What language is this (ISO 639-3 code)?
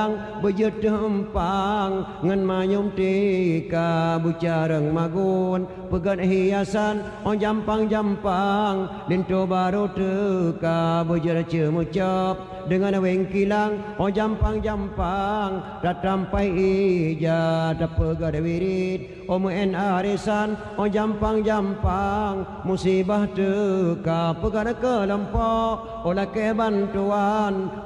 ace